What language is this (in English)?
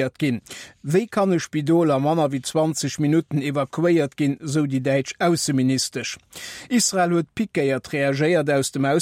Luxembourgish